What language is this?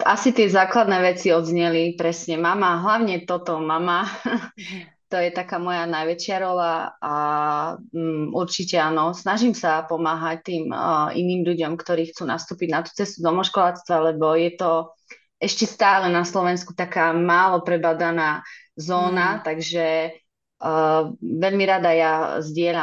Slovak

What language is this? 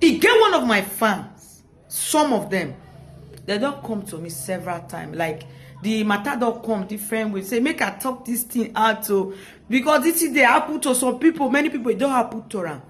Nigerian Pidgin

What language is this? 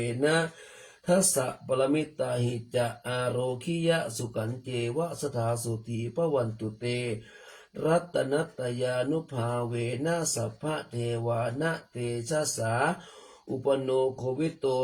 Pali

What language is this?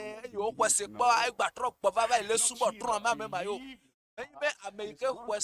Ewe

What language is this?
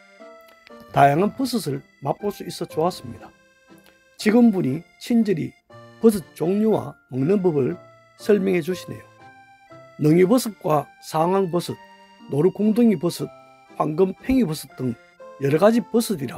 Korean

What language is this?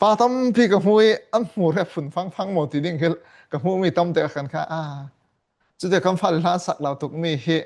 Falam Chin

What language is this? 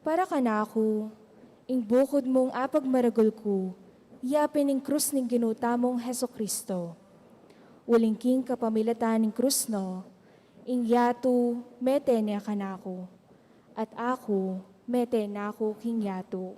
Pampanga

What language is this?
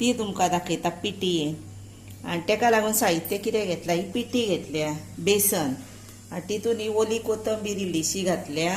Konkani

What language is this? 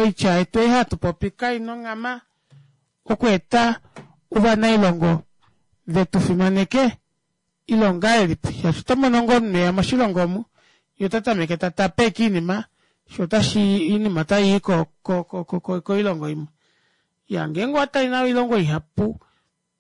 Kuanyama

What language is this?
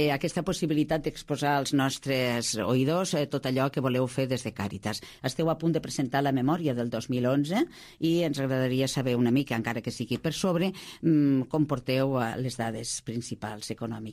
Catalan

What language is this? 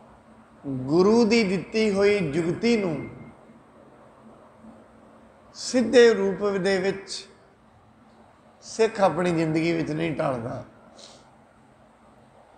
Punjabi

